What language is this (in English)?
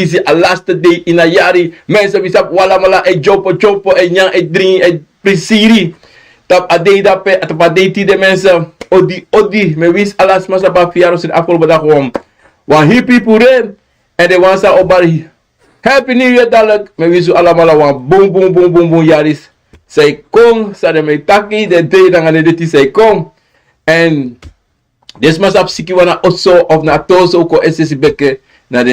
Sranan Tongo